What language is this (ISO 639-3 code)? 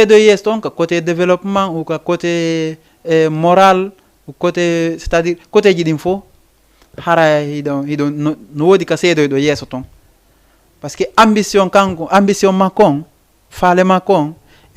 ful